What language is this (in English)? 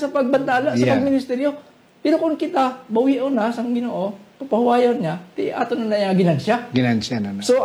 Hiligaynon